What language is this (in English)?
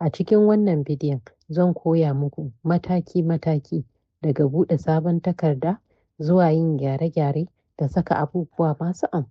Hausa